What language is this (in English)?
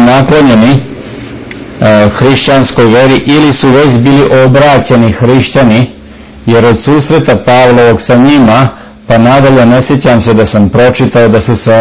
Serbian